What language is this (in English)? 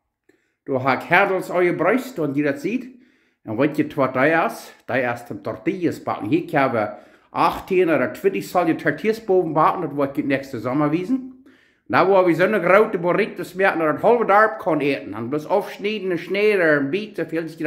Plautdietsch